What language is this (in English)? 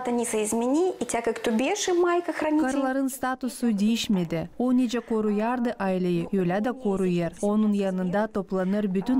Gagauz